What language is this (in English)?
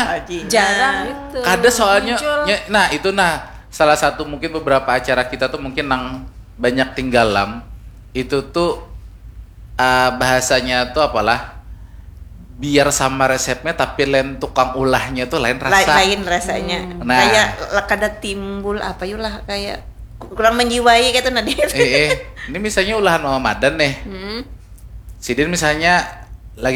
Banjar